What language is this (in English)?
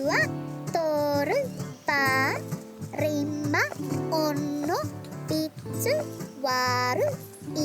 Māori